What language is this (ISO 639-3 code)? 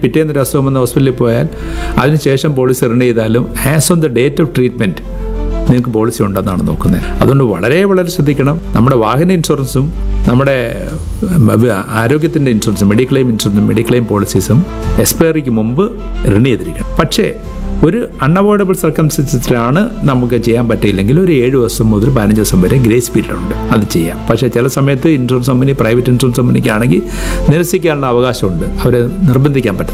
mal